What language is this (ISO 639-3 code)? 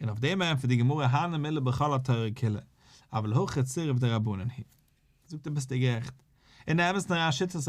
yid